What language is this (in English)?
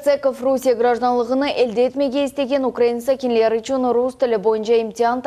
Crimean Tatar